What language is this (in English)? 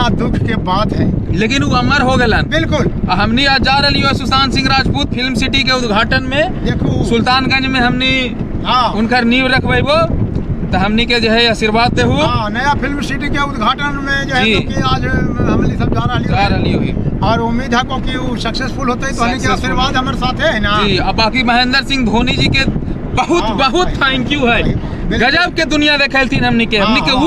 Magahi